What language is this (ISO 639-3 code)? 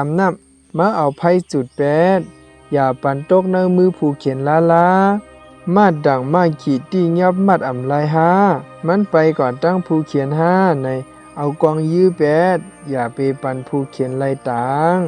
shn